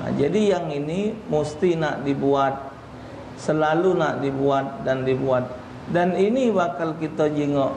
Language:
Musi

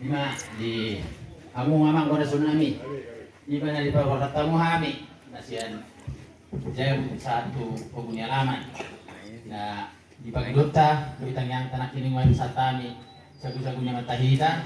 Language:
Batak Toba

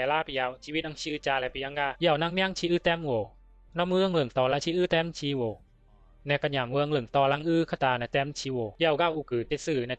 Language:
Bisu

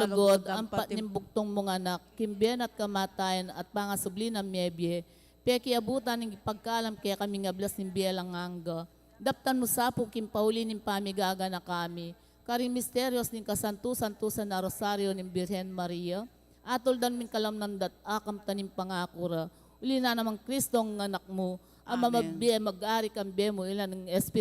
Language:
Pampanga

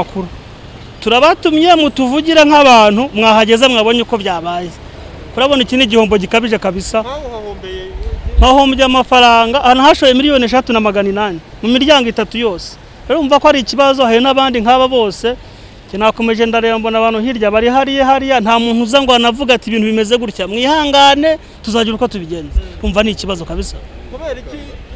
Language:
Kinyarwanda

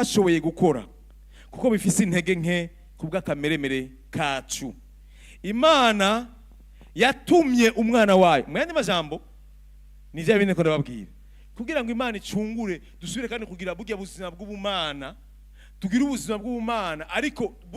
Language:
Rundi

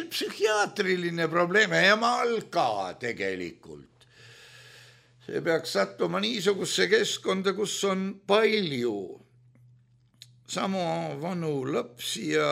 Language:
Estonian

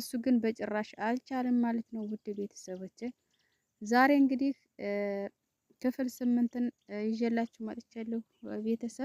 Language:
Amharic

